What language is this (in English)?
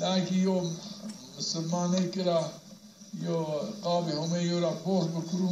Zaza